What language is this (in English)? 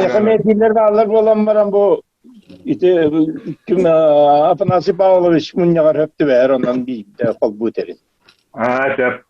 Yakut